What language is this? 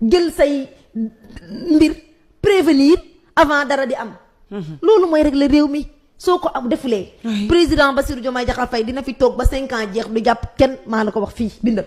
Wolof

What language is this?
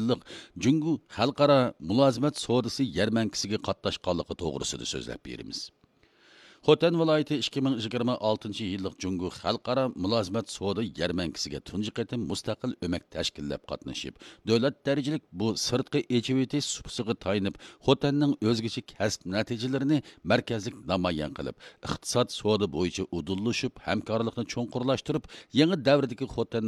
Uyghur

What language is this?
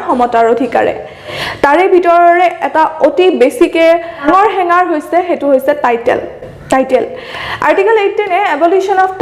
Assamese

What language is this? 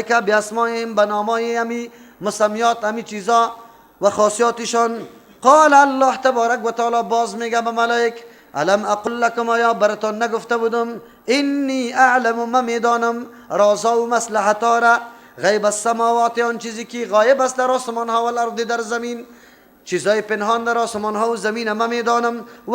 Persian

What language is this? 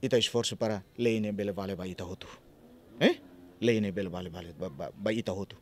Tetum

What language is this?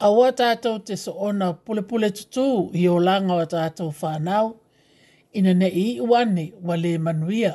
Samoan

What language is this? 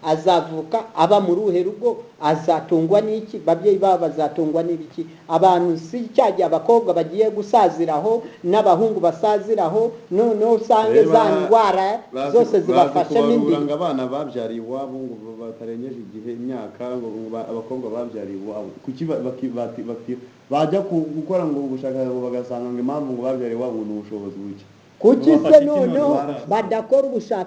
Kinyarwanda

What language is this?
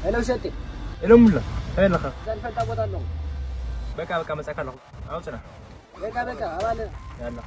Tigrinya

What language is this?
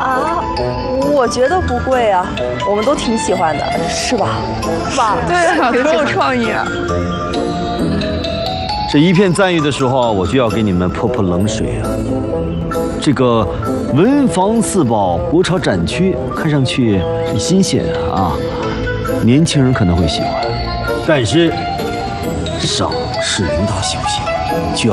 Chinese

